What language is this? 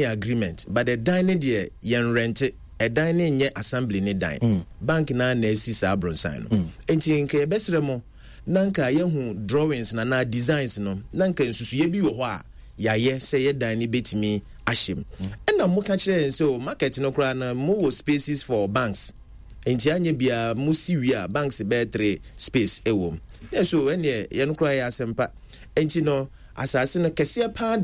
Akan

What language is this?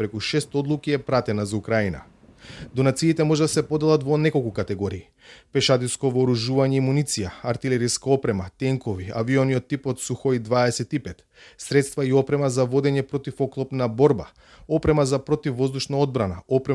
Macedonian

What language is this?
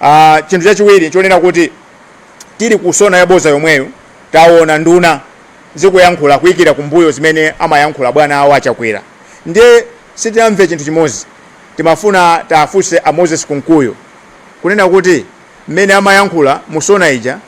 Nyanja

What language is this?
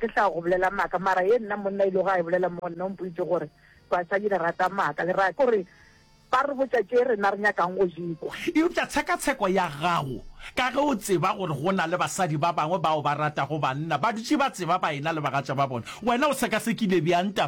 Northern Sotho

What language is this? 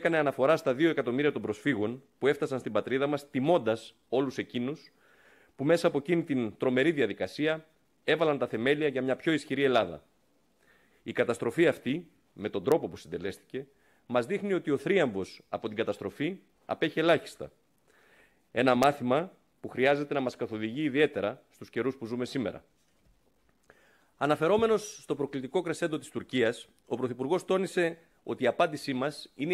Greek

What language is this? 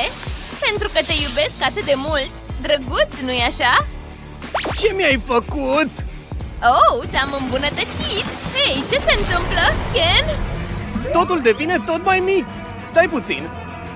Romanian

